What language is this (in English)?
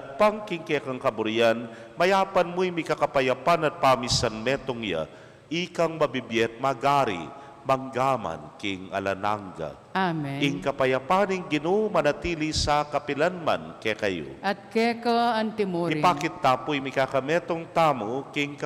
Pampanga